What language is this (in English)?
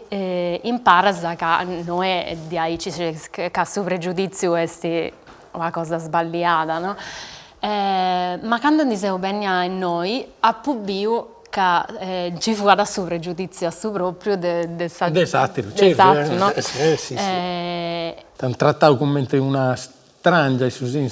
Sardinian